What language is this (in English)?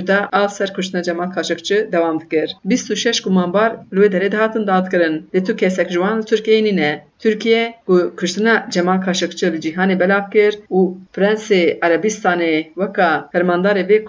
Kurdish